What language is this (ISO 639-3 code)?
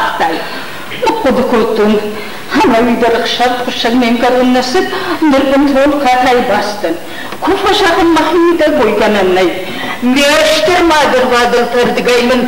oss